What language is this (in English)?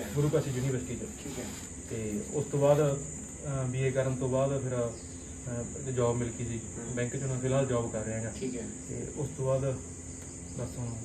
Punjabi